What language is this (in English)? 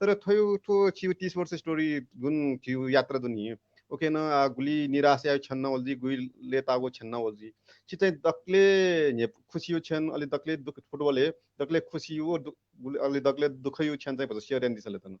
Newari